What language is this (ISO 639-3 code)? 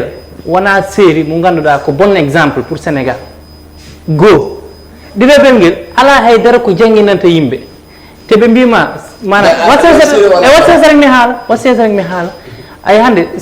ful